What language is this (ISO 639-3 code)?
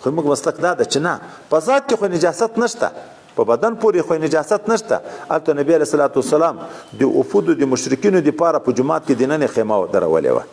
pus